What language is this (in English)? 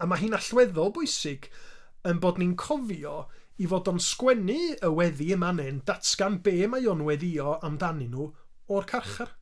Welsh